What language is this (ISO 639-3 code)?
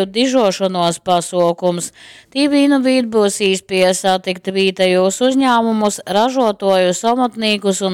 ltg